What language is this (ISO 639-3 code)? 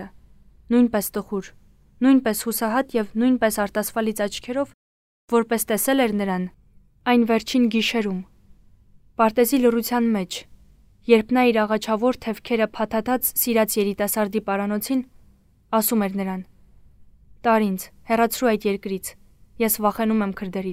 hye